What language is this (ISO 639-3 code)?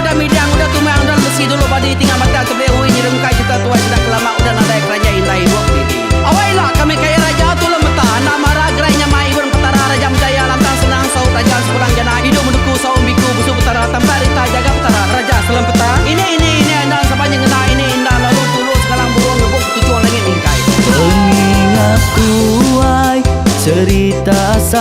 iba